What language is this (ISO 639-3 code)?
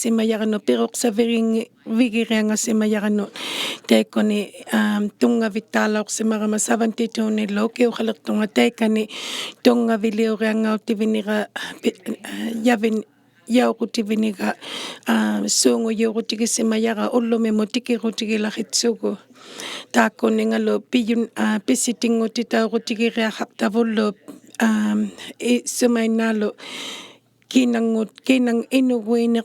iku